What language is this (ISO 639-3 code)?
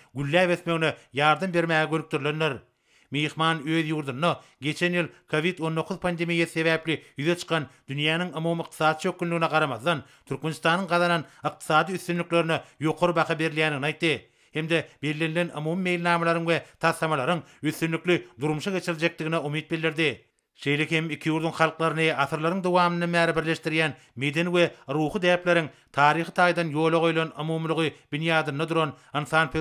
tuk